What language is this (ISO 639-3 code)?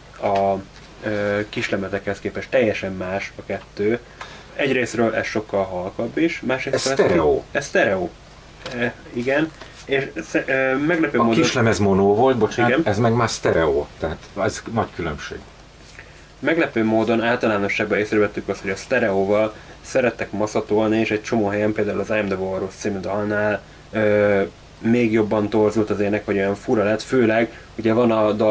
hun